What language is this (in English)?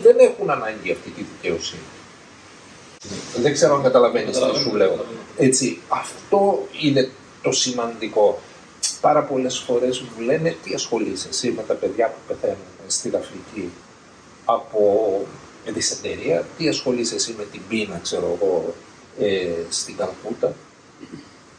Greek